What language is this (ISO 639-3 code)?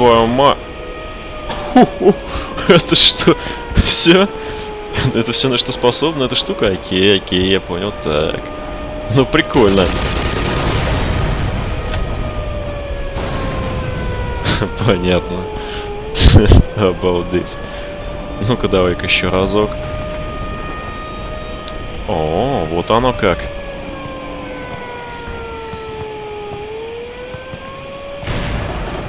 rus